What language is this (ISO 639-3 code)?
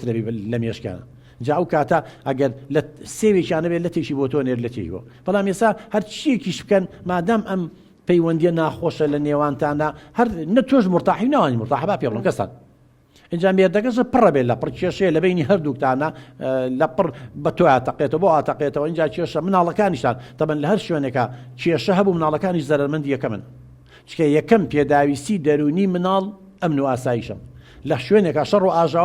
ckb